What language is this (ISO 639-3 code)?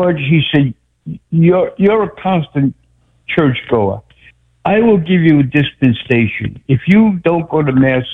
eng